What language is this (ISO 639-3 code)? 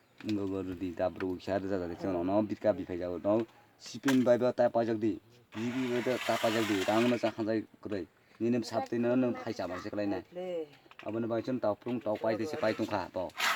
trp